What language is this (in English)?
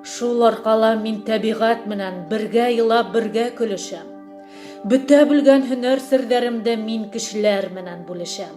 Bashkir